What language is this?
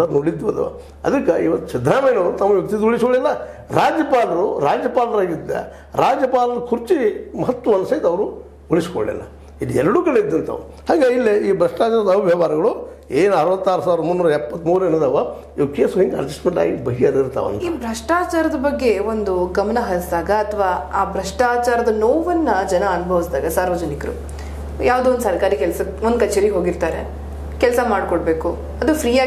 Kannada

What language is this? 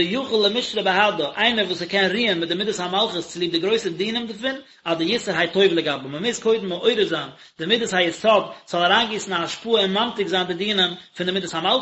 Yiddish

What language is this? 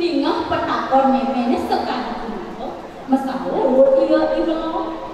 Balinese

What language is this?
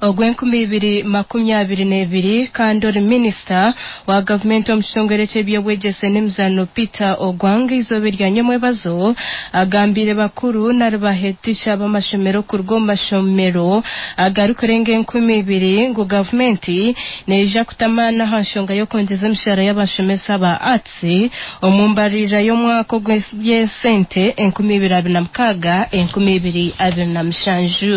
Nyankole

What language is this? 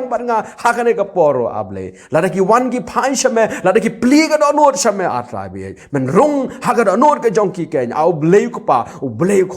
Khasi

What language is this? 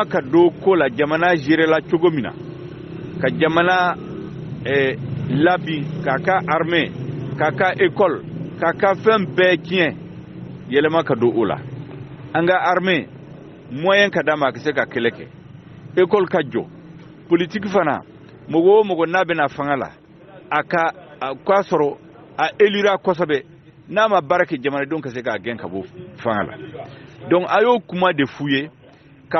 Bambara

